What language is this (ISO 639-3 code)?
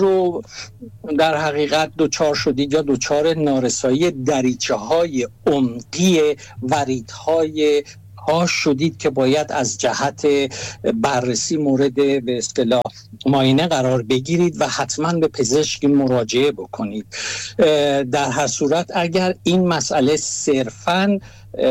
fas